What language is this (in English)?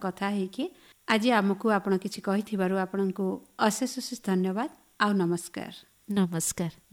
Odia